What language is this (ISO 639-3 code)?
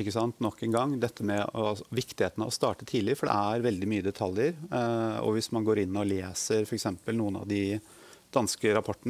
nor